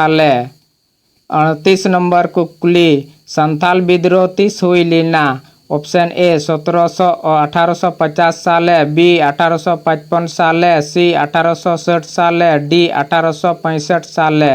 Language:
Santali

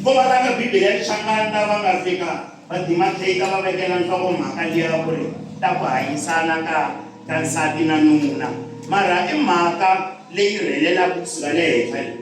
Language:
Tsonga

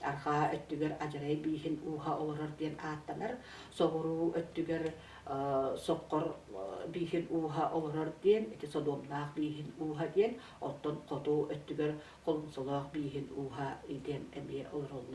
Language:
Yakut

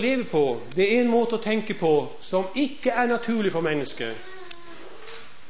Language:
Norwegian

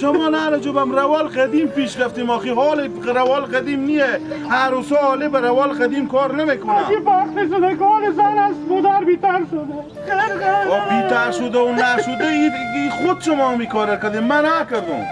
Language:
Hazaragi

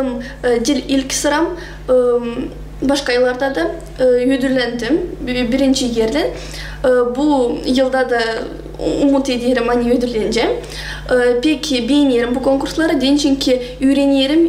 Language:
Gagauz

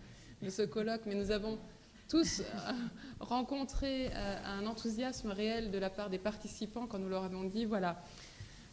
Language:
French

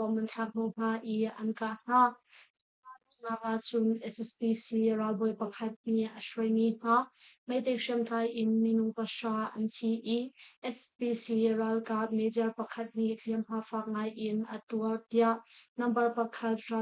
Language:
Hakha Chin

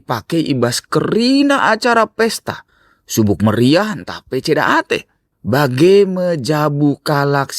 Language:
Batak Karo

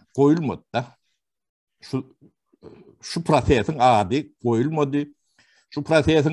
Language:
Turkmen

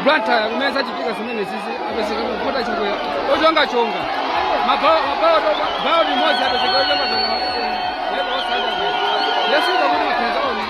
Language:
Nyanja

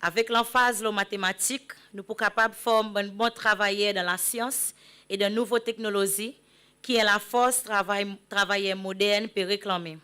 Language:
Seselwa Creole French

